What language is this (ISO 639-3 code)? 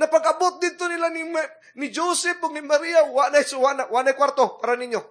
ceb